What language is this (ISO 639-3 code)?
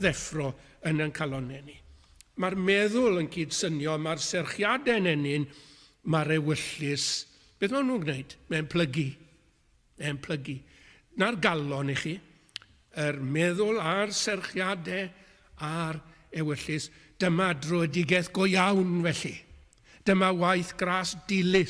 cym